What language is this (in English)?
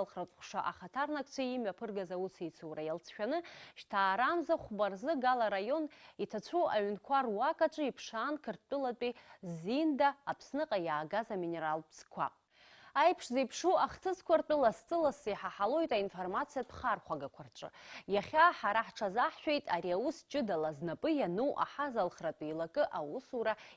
Abkhazian